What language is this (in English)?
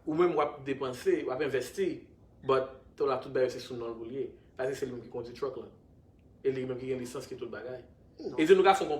Haitian Creole